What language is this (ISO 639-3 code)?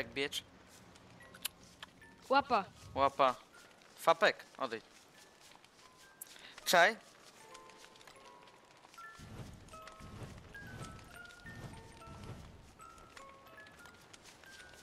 pol